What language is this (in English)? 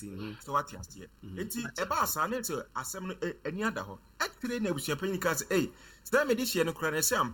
Akan